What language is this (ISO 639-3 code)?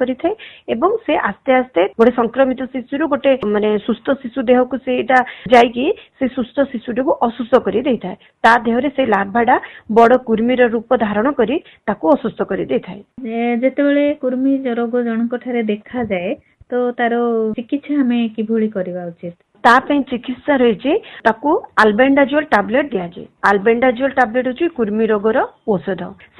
ori